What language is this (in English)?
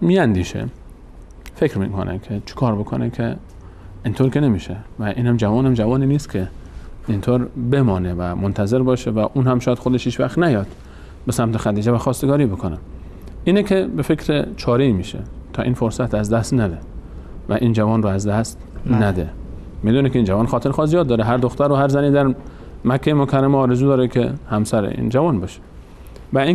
Persian